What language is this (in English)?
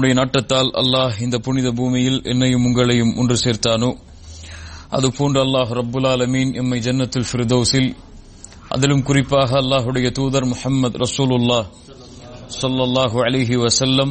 Tamil